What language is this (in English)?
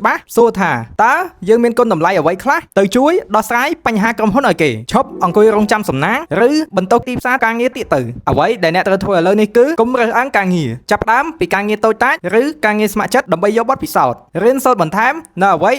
Khmer